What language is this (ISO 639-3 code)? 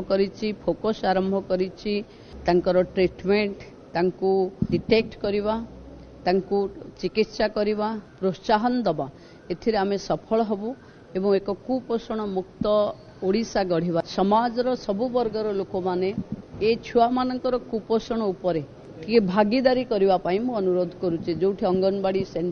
ori